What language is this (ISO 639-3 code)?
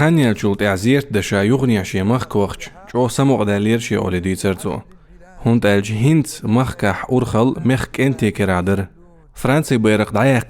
che